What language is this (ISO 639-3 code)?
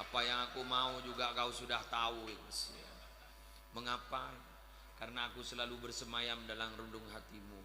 mad